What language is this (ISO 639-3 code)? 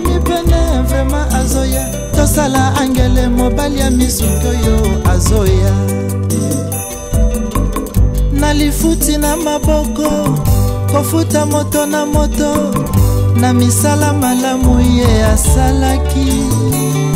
lin